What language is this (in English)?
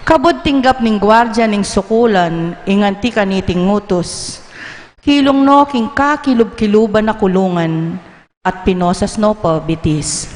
Pampanga